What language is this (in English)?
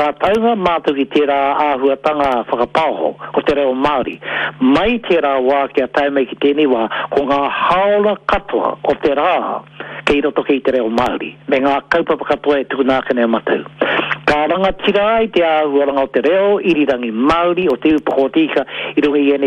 Māori